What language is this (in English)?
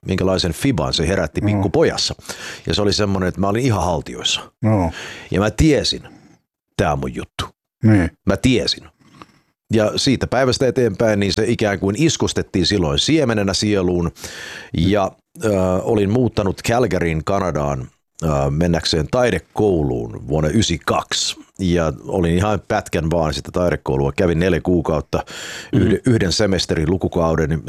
Finnish